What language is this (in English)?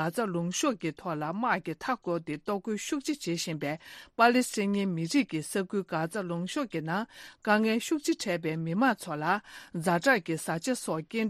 Tibetan